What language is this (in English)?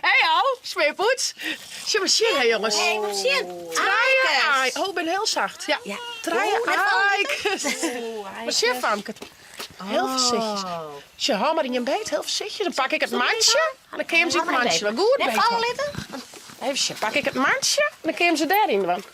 Western Frisian